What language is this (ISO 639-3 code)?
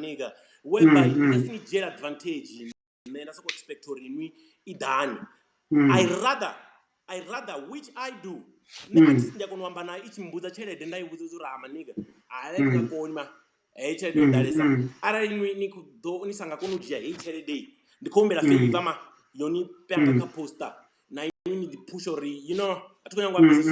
ven